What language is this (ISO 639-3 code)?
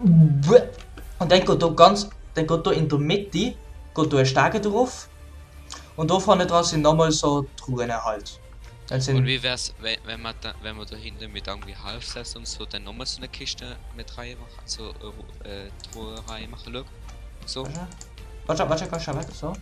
gsw